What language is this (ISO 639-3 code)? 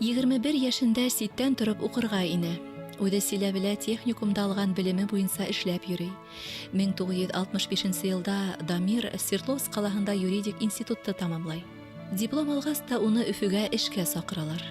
bak